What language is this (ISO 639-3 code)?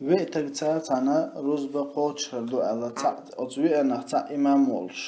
che